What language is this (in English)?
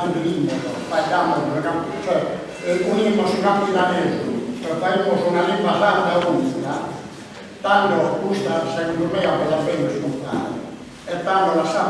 Sardinian